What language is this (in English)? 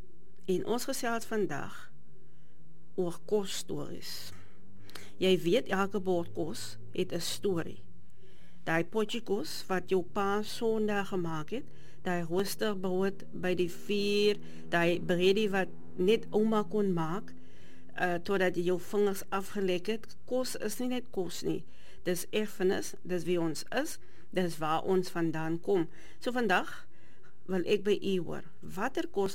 Afrikaans